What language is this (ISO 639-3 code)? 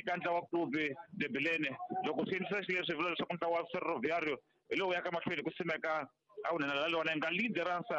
tso